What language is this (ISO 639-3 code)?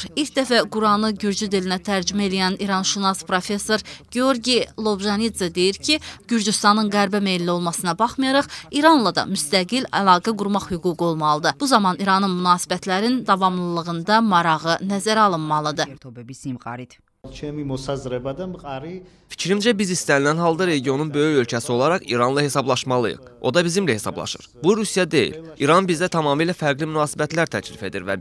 aze